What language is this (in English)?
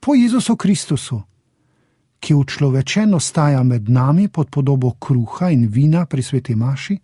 Slovenian